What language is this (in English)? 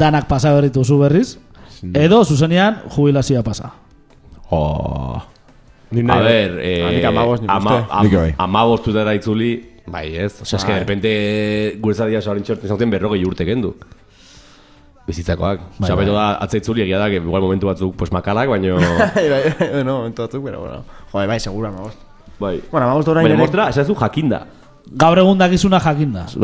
Basque